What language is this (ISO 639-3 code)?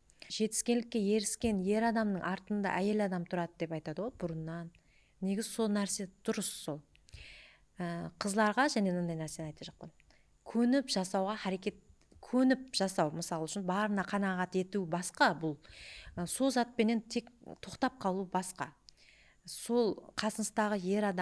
kaa